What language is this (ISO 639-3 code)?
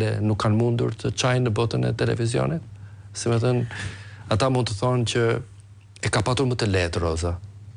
sqi